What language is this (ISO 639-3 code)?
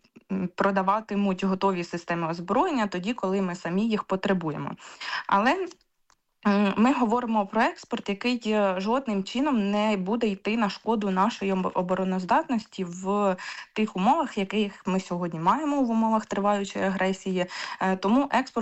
ukr